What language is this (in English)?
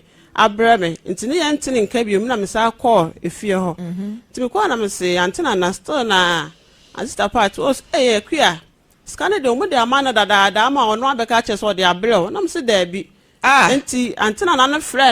Akan